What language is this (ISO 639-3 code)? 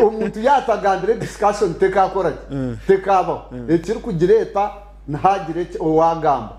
nyn